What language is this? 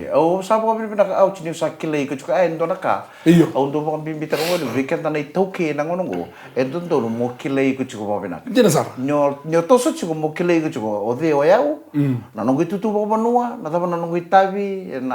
Fijian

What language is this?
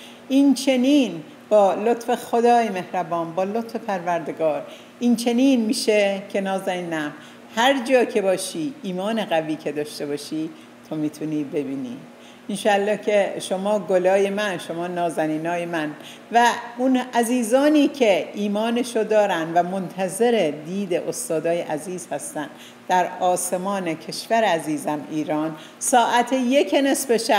Persian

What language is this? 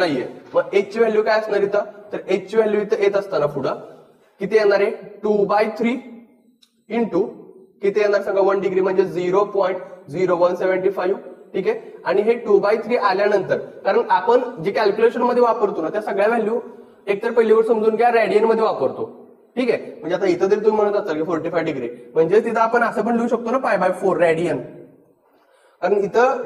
Marathi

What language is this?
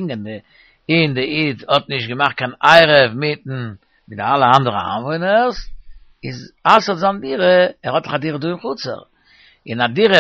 Yiddish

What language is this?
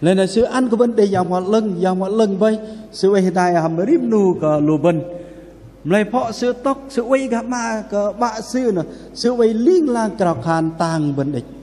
Bahnar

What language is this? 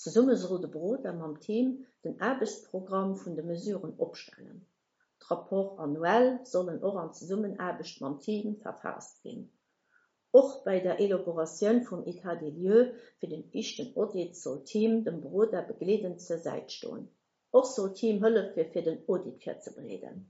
Luxembourgish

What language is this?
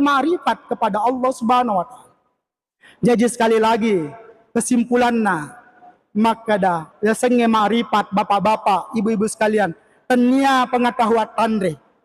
Buginese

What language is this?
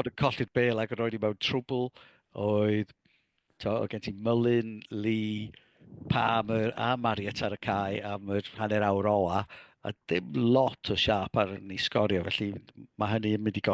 Welsh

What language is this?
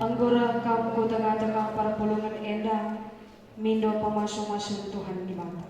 Batak Karo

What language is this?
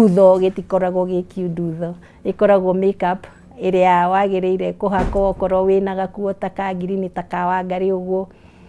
Kikuyu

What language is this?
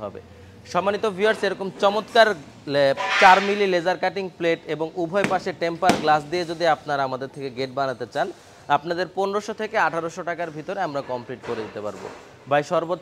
Bangla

